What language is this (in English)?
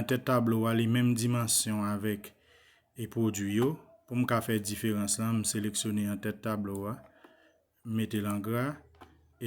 Haitian Creole